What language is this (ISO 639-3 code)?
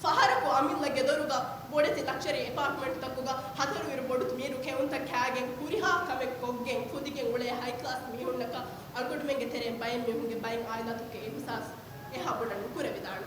div